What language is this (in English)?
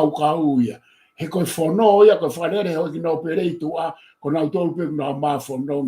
Tongan